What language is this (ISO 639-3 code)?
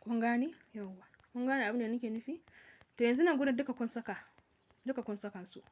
hau